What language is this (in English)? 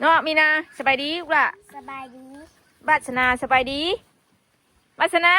Northeastern Thai